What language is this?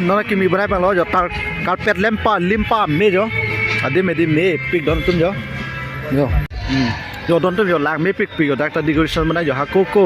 Karbi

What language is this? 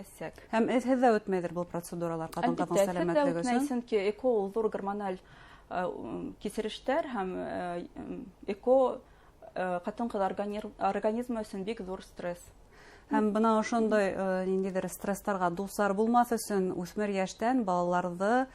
Bashkir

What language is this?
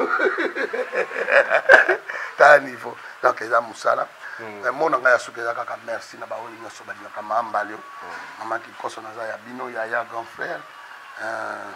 Lingala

